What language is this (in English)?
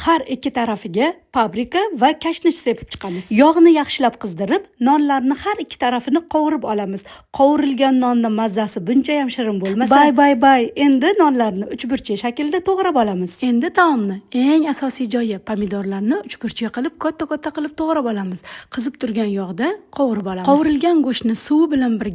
Uzbek